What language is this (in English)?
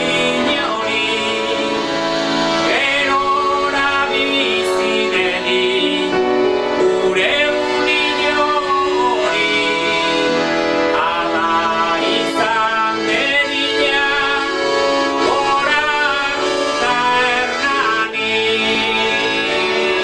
Basque